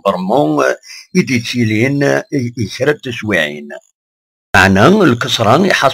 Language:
Kabyle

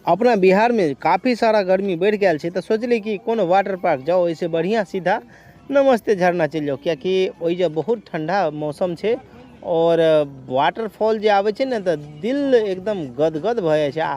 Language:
Maithili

